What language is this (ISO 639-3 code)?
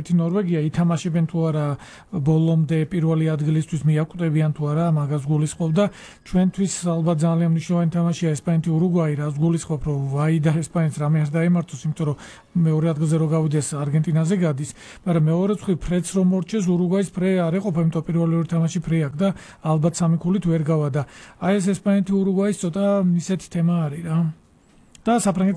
kat